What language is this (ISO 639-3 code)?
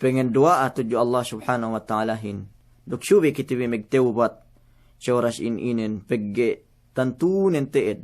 yka